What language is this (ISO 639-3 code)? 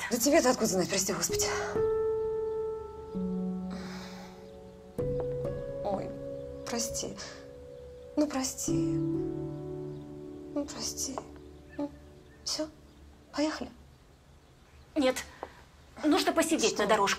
rus